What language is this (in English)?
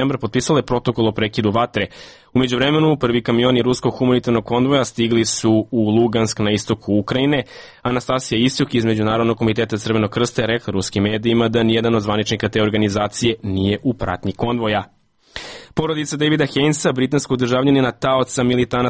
Serbian